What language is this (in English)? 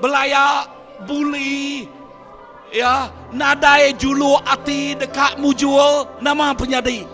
Iban